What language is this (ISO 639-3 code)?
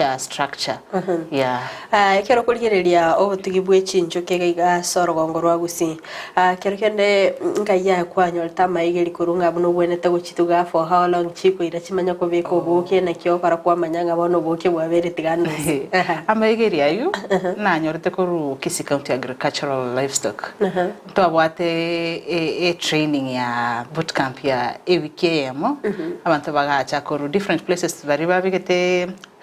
guz